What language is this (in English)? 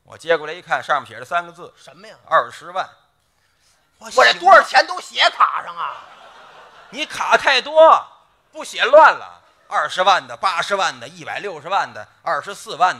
Chinese